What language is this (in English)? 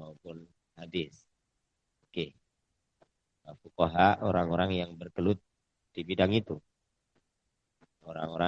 Indonesian